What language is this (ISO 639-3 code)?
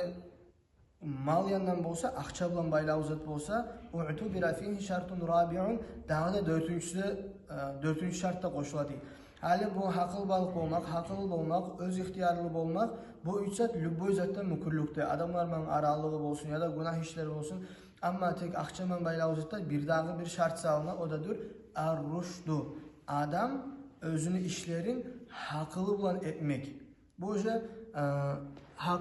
kum